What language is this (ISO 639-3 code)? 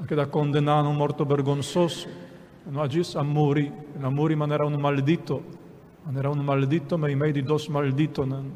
pap